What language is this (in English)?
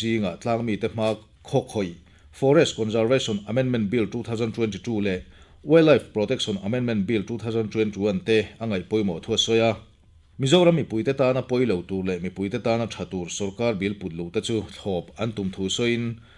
Mizo